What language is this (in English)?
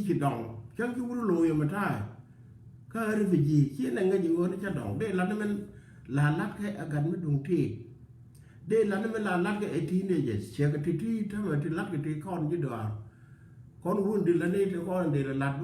Nuer